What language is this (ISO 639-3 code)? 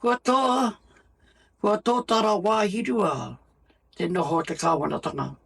mri